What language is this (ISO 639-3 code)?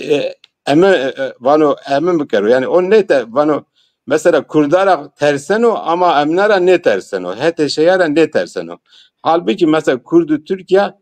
zza